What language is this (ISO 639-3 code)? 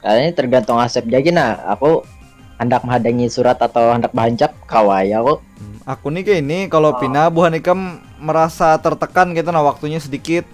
bjn